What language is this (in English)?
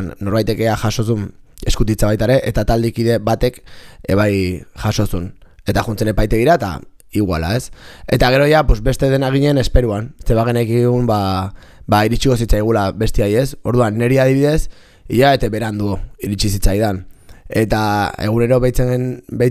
Basque